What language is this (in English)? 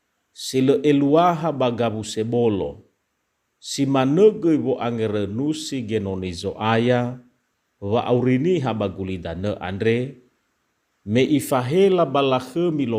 Nias